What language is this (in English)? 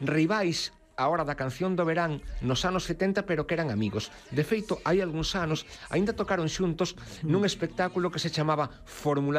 Galician